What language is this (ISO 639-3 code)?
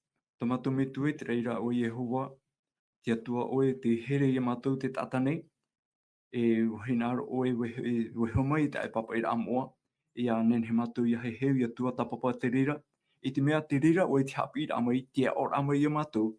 tah